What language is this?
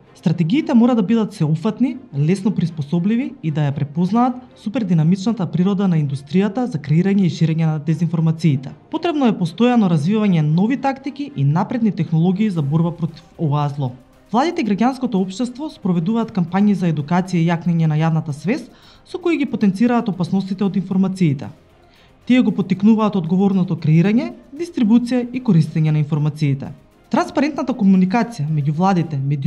Macedonian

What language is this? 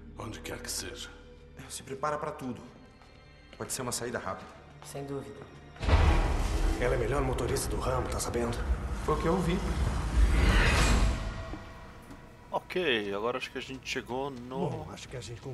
Portuguese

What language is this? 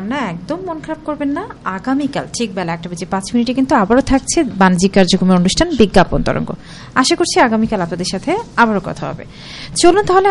Bangla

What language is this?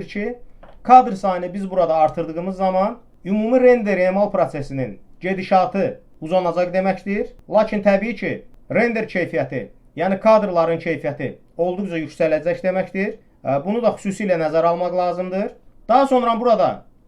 Azerbaijani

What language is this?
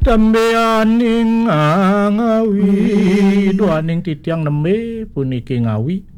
Balinese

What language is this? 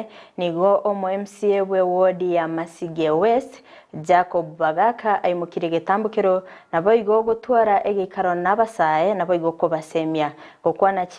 Gusii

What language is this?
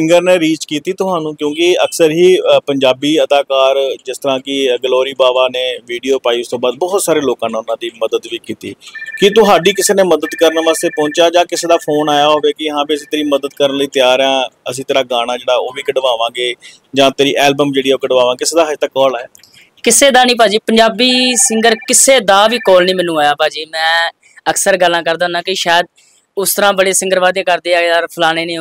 Punjabi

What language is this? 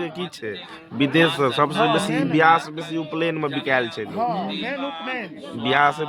Maithili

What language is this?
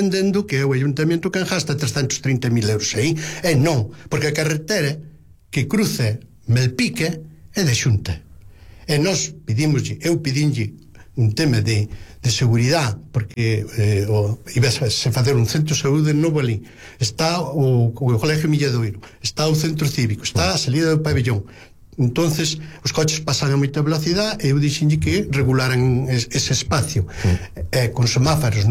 Galician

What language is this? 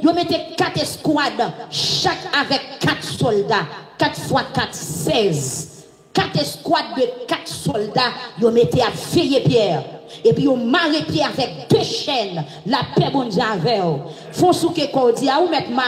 Haitian Creole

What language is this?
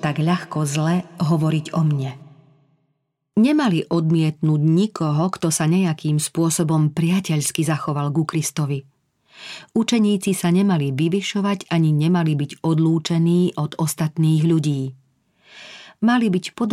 Slovak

